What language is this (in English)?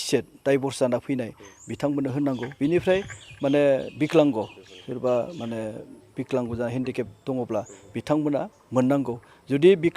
Bodo